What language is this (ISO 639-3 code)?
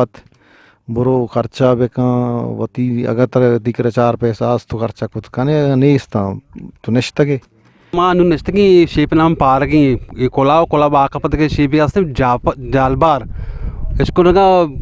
bgp